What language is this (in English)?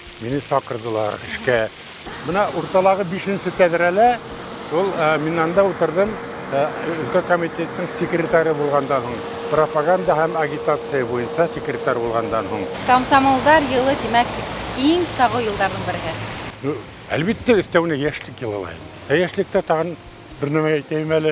Bashkir